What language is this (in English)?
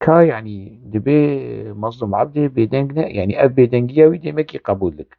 Kurdish